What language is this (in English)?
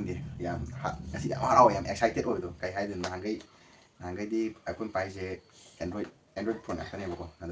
Manipuri